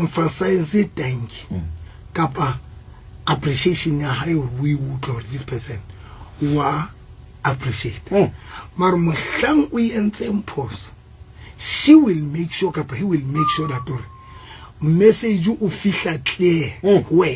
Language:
Southern Sotho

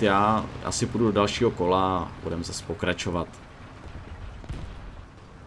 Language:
Czech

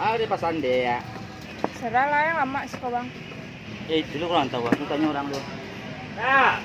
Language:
Minangkabau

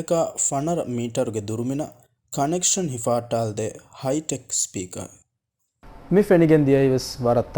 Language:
Divehi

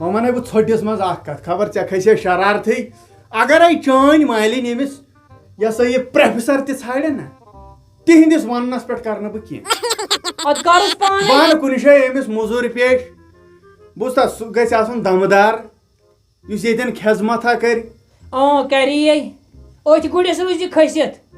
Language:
Kashmiri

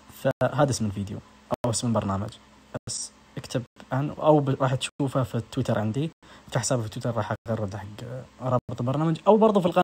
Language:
Najdi Arabic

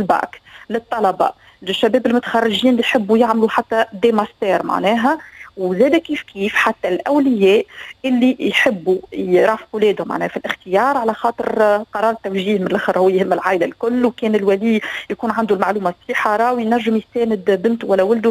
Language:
Tunisian Arabic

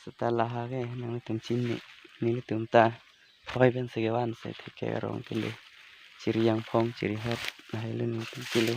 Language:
Karbi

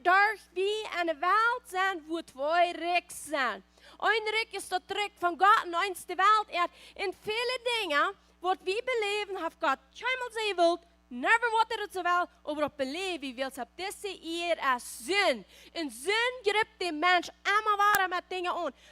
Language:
Plautdietsch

